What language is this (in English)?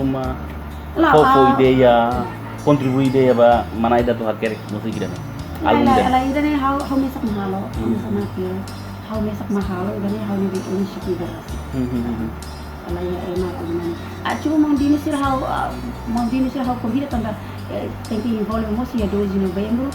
Tetum